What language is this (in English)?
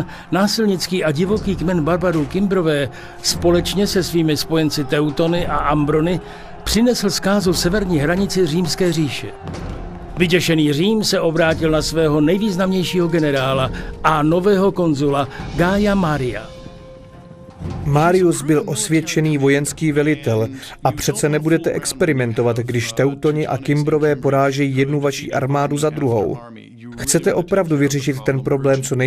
Czech